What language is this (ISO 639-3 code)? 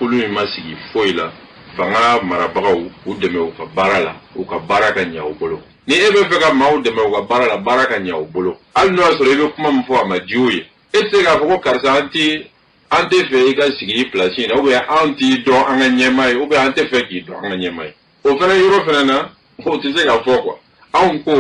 bam